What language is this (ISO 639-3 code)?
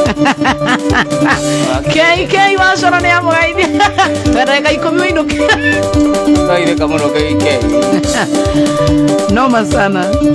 kik